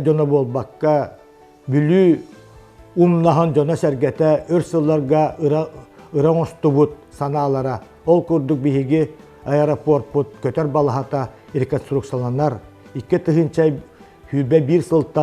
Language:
Yakut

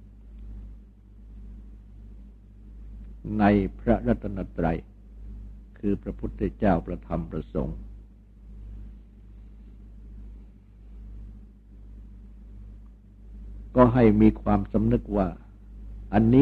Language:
Thai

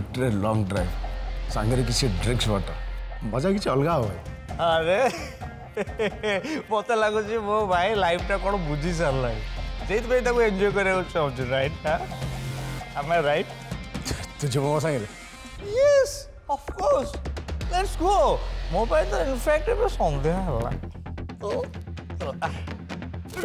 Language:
Odia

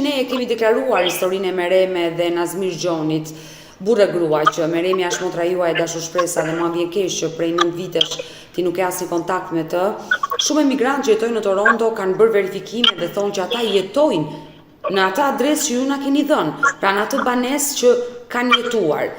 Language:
Albanian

